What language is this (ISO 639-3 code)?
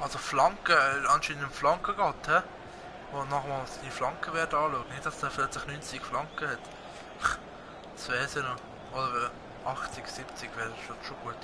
gsw